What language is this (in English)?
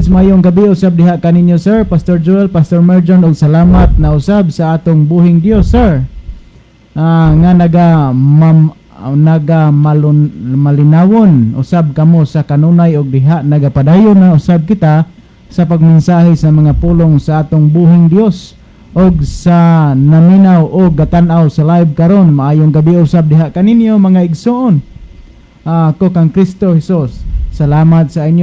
Cebuano